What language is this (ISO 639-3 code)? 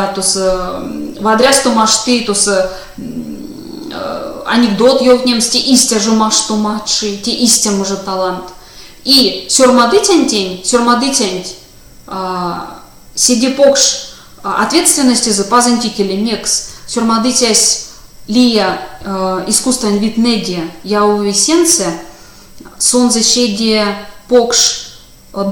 myv